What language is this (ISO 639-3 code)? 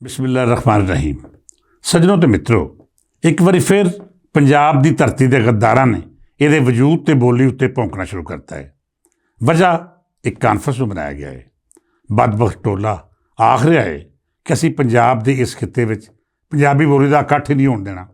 lah